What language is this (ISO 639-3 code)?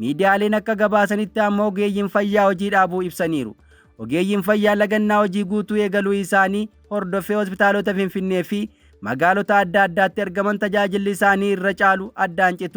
orm